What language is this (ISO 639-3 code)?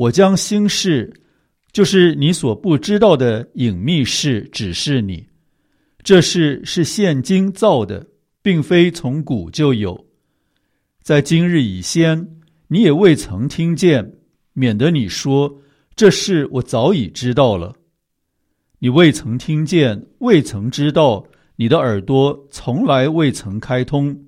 zho